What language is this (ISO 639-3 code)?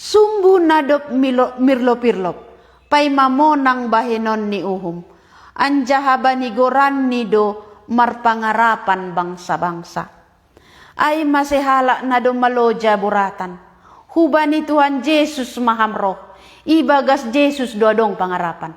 bts